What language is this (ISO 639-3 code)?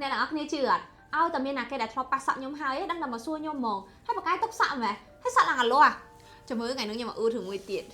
khm